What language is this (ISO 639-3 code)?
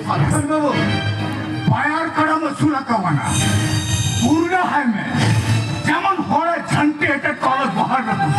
sat